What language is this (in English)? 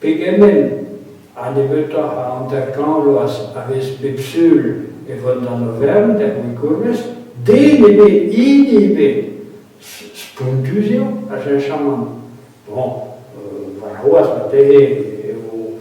Breton